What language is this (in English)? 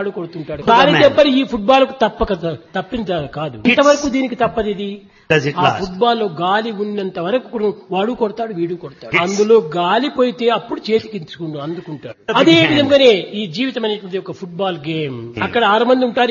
Telugu